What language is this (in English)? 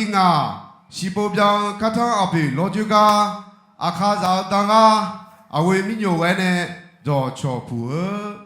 Akha